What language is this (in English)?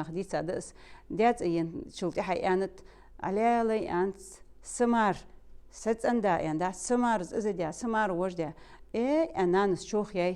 Ingush